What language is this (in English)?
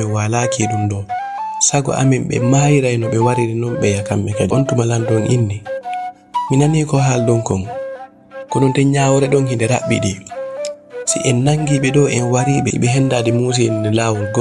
Fula